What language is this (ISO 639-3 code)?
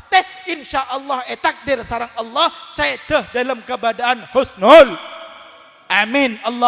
mad